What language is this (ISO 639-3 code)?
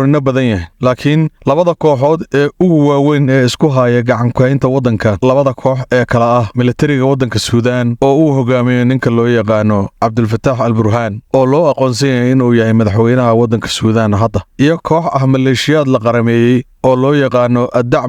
som